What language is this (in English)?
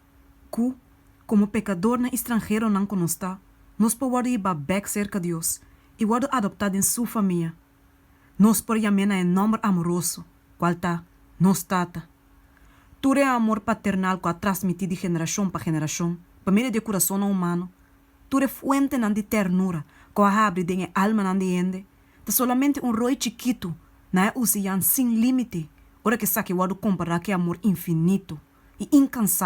Papiamento